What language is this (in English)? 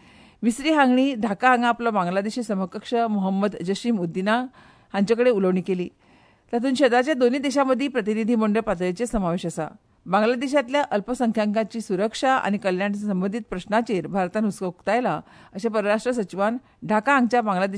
Konkani